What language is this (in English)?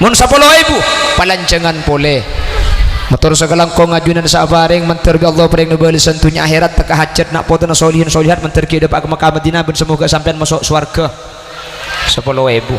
Madurese